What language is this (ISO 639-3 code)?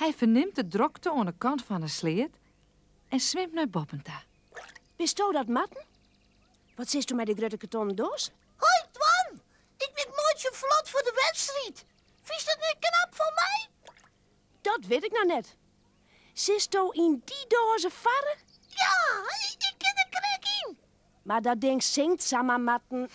fry